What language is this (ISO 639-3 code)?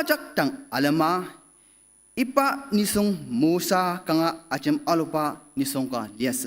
njo